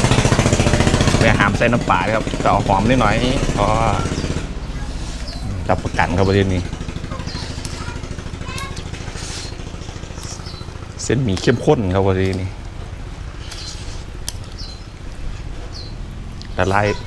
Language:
Thai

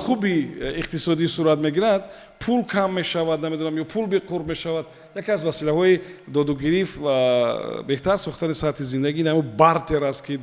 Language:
Tajik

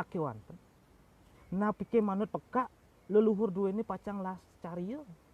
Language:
Balinese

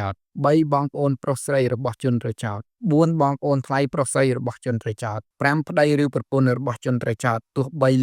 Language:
Khmer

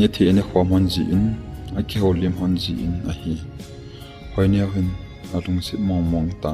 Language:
Thado Chin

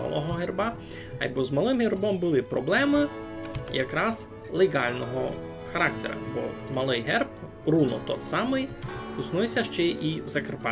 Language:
Rusyn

